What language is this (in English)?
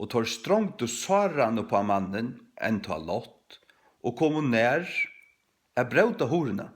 Faroese